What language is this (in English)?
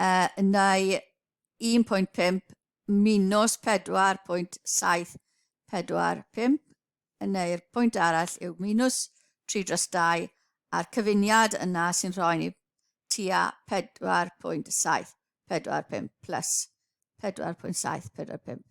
Welsh